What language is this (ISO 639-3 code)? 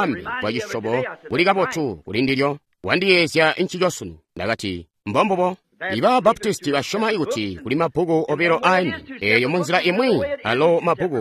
toi